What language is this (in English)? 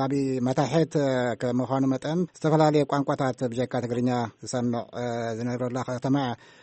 Tigrinya